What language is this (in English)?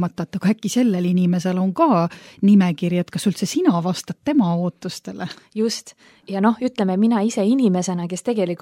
Estonian